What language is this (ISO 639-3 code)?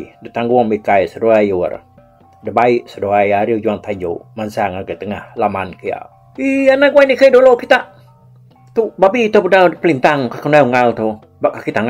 iba